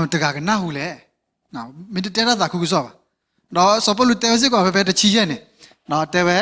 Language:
S'gaw Karen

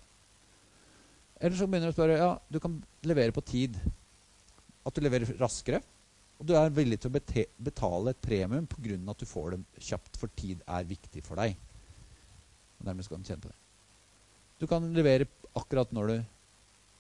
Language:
Norwegian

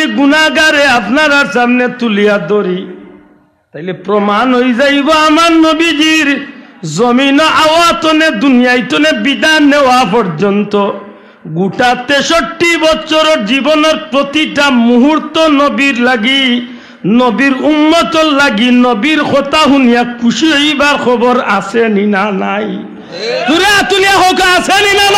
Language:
Sylheti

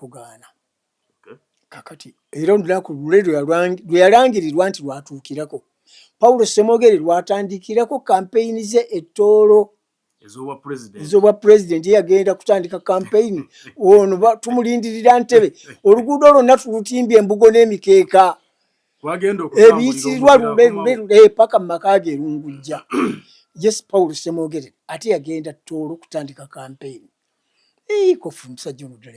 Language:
Ganda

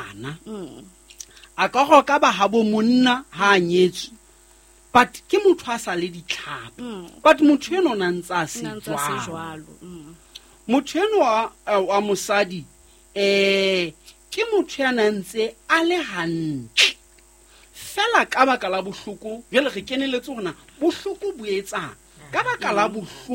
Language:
Southern Sotho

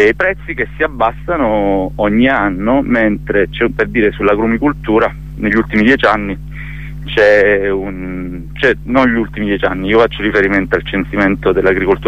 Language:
Italian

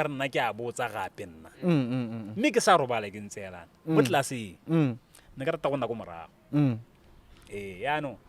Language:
Tswana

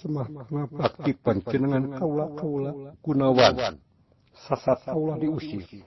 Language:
Sundanese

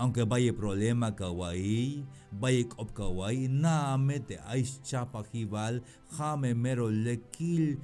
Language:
Tzeltal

